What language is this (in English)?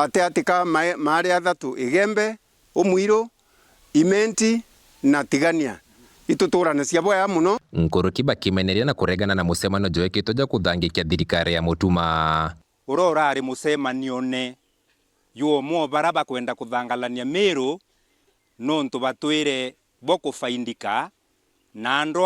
Meru